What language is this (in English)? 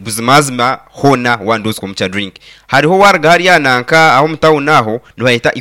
Nyankole